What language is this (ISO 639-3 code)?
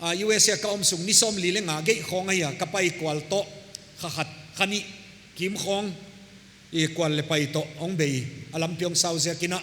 pck